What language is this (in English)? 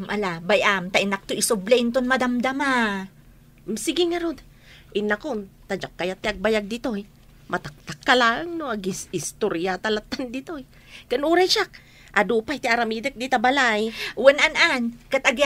Iloko